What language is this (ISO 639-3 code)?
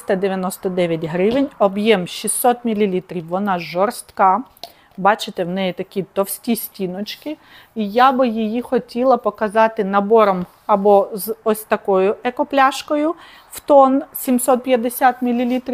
ukr